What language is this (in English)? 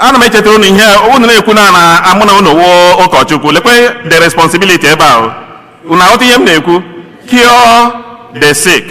Igbo